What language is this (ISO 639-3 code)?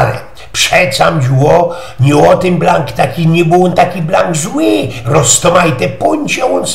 szl